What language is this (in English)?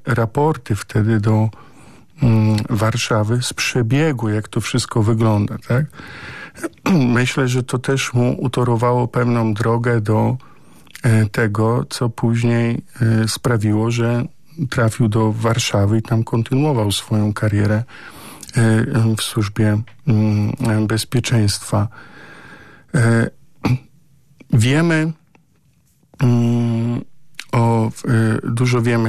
Polish